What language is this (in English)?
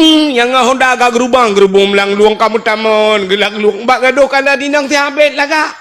Achinese